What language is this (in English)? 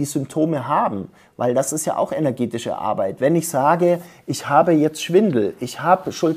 German